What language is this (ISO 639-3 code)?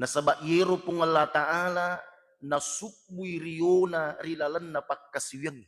bug